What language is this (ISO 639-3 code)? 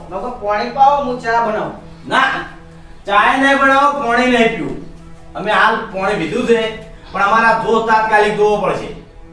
guj